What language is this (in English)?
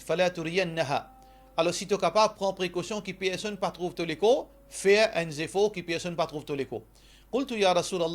Morisyen